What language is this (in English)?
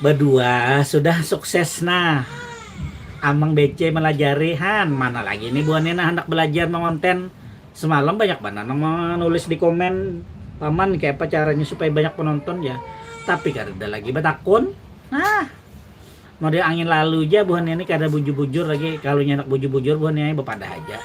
Banjar